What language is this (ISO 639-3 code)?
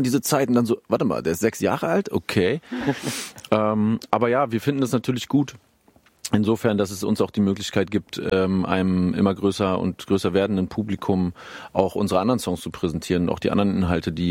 deu